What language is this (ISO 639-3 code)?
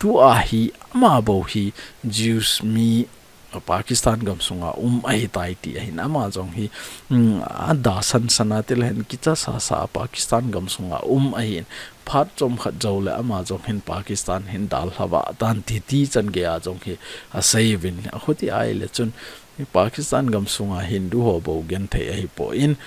tcz